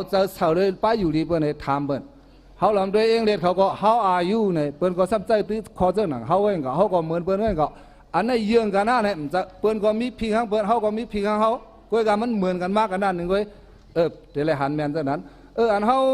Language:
Shan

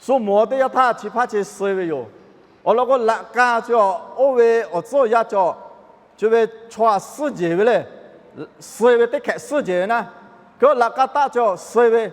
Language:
Lahu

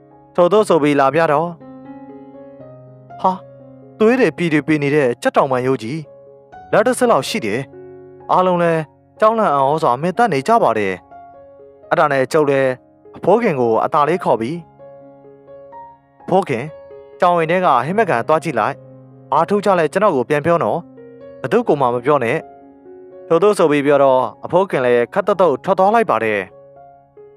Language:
Burmese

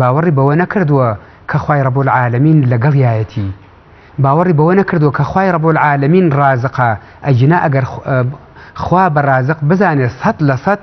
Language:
Central Kurdish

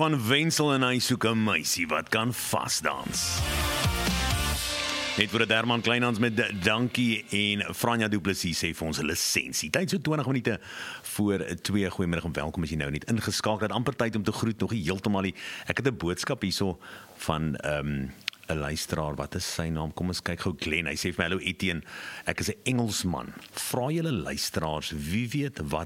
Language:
Afrikaans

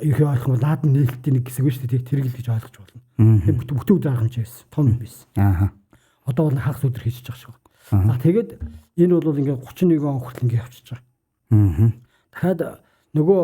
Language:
Mongolian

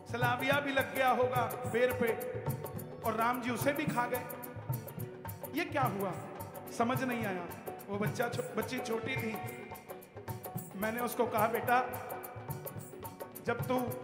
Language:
Hindi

